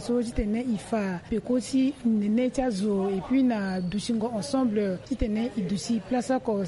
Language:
Sango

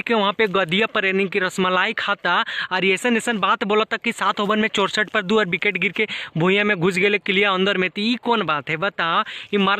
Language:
Bhojpuri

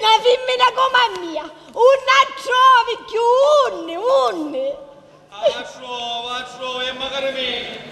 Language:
Sicilian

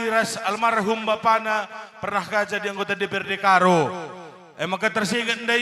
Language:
Batak Karo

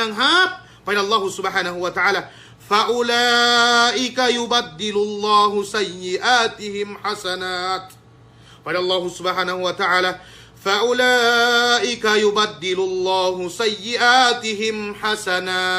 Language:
Yakan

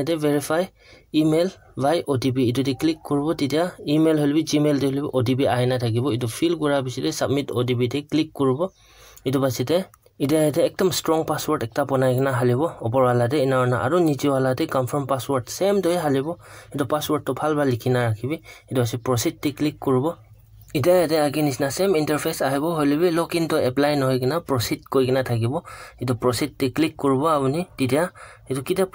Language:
Naga Pidgin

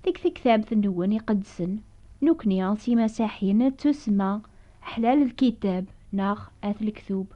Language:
Kabyle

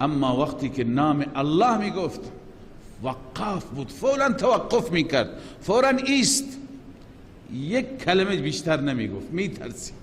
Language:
Persian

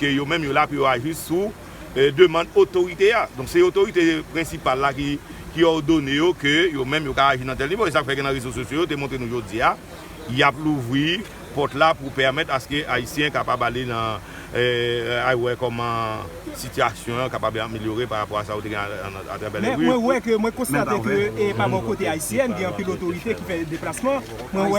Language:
Haitian Creole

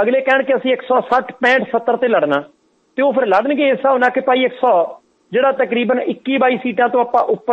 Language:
Punjabi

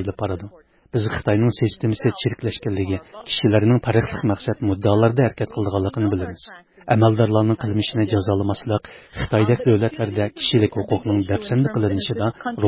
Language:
Uyghur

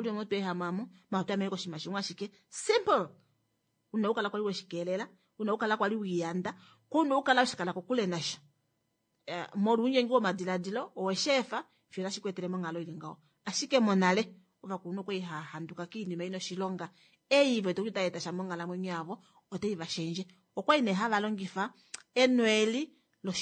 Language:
Kuanyama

